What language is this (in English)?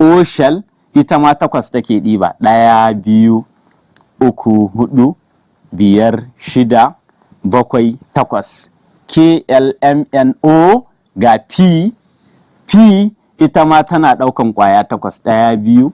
Hausa